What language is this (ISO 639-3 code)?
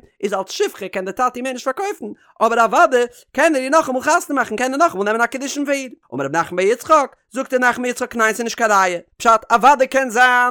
yid